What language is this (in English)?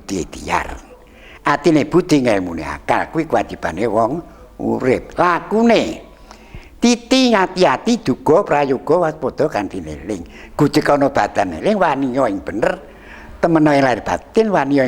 Javanese